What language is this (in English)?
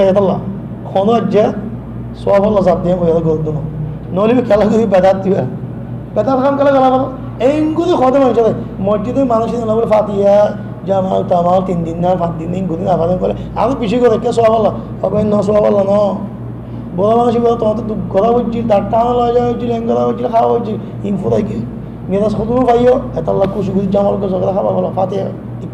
Rohingya